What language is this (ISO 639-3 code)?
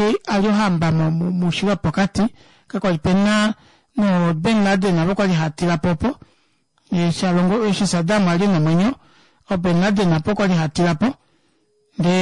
kua